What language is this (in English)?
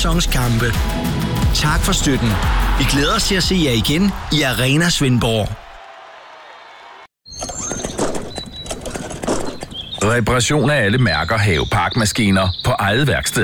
Danish